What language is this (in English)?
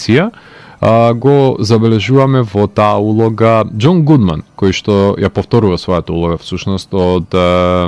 Macedonian